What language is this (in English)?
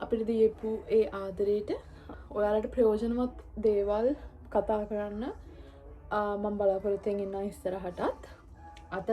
Sinhala